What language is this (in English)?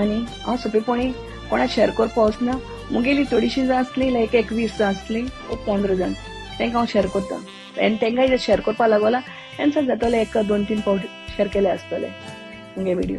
Konkani